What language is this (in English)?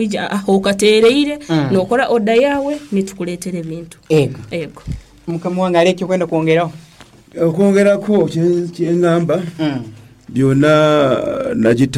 Nyoro